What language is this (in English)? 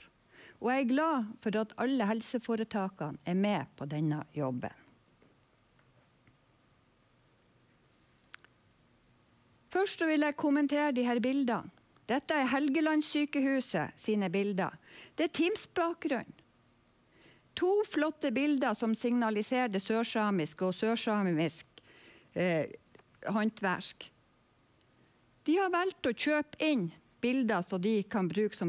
Norwegian